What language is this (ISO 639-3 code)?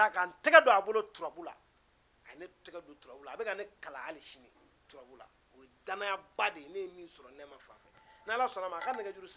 bam